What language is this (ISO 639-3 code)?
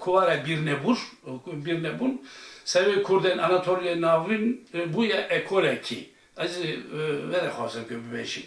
kur